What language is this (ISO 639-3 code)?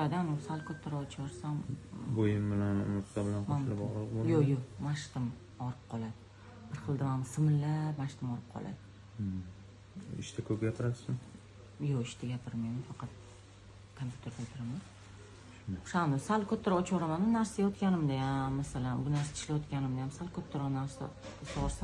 uzb